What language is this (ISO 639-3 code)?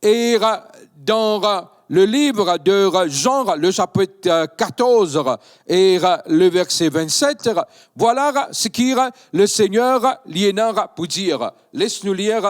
mfe